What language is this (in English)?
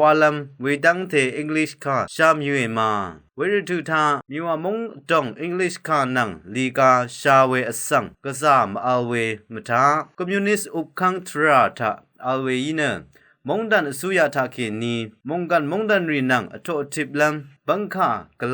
Rawang